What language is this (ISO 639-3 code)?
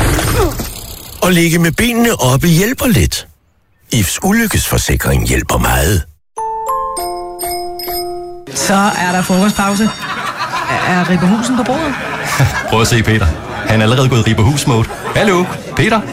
dan